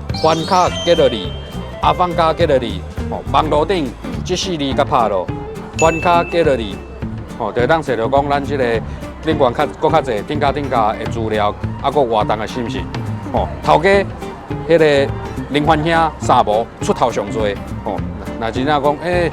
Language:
Min Nan Chinese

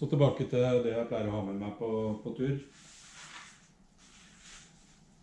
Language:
Norwegian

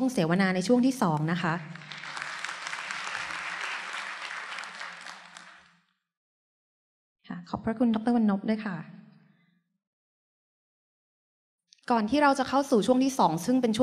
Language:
Thai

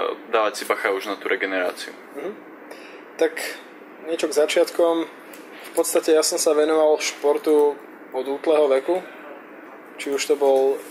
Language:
Slovak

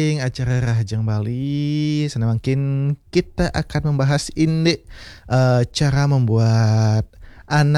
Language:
Balinese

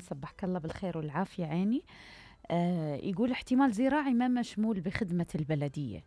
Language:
Mesopotamian Arabic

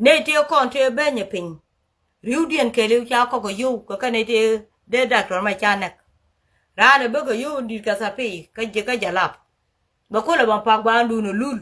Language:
Nuer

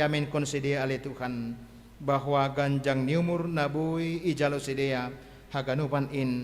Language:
Batak Simalungun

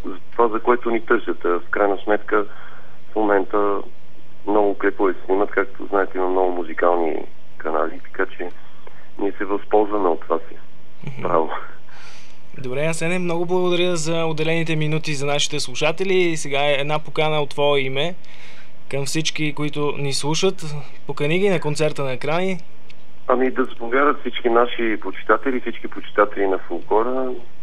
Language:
Bulgarian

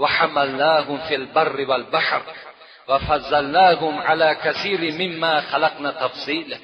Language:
Tajik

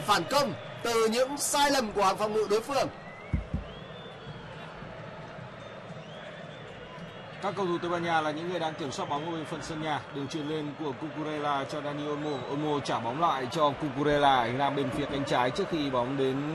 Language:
Vietnamese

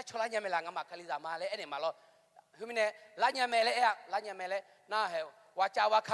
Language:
Akha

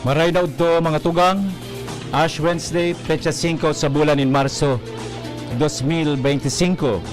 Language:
Bikol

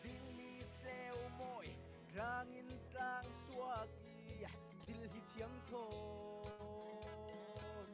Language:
Falam Chin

